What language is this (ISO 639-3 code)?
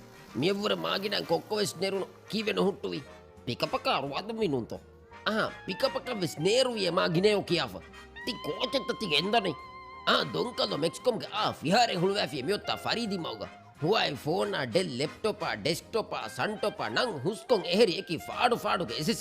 div